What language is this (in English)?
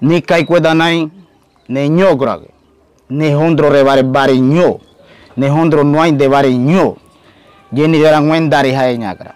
Ngäbere